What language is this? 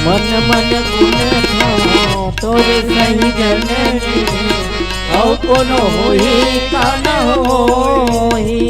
Chhattisgarhi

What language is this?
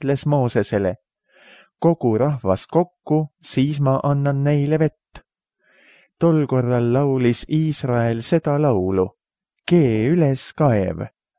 Estonian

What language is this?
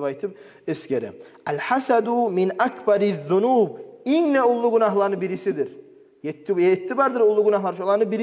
Kumyk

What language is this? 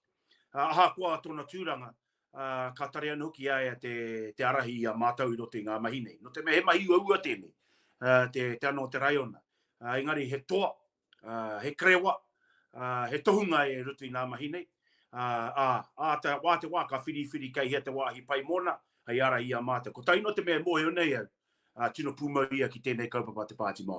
Māori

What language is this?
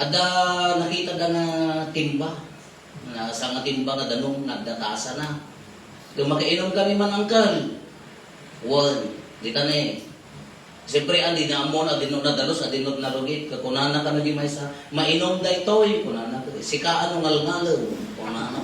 Iloko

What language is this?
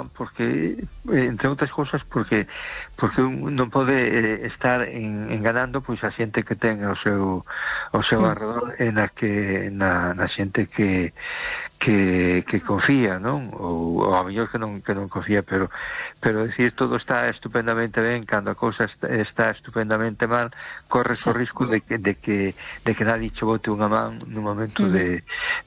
Galician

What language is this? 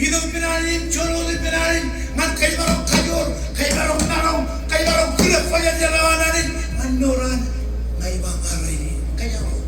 Marshallese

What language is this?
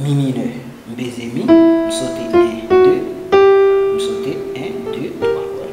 Haitian Creole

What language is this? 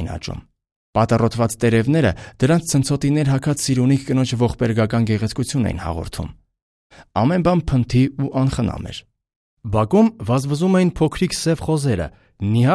Armenian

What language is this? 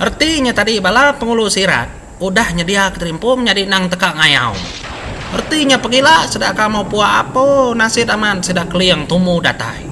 Iban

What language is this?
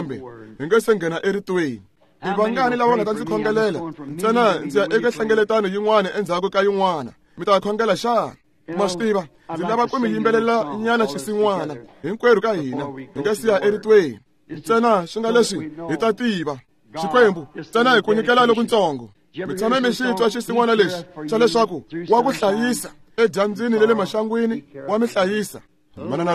Tsonga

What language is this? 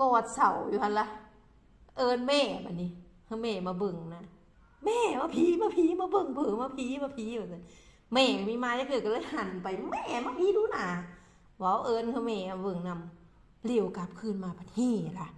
Lao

